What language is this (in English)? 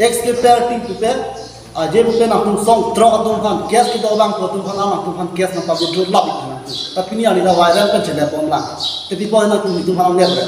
Karbi